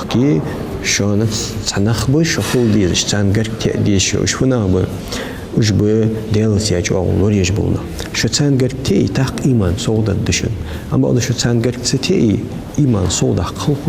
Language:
Ingush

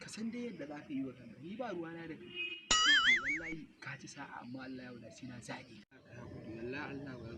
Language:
Hausa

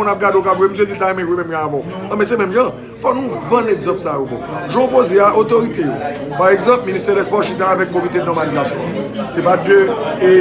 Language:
Haitian Creole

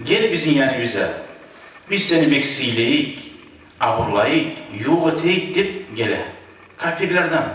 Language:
Kumyk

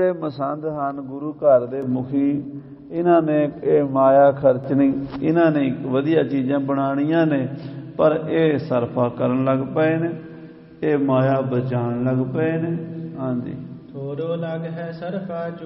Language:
Punjabi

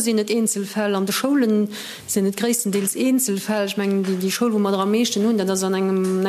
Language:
Luxembourgish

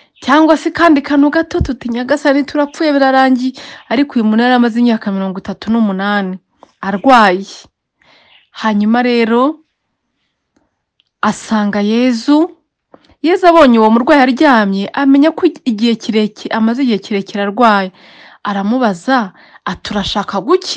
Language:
Kinyarwanda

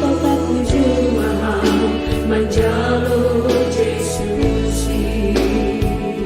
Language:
Batak Simalungun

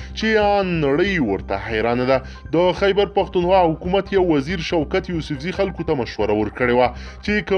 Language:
Pashto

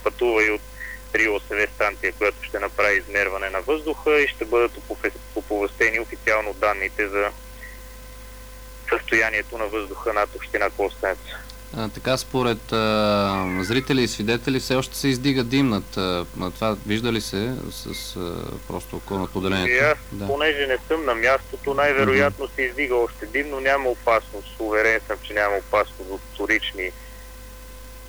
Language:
Bulgarian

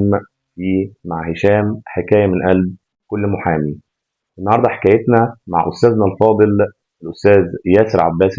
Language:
Egyptian Arabic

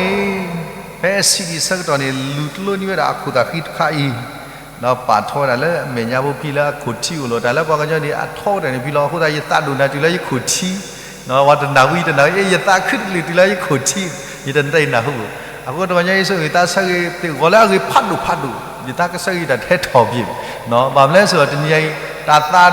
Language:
S'gaw Karen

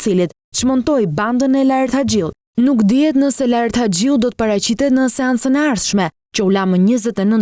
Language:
Albanian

